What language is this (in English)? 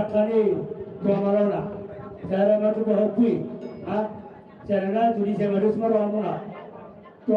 Batak Toba